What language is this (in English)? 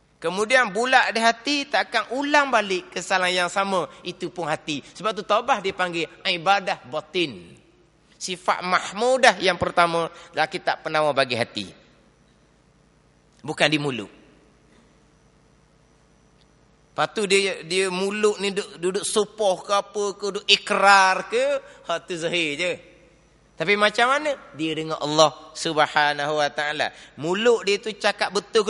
Malay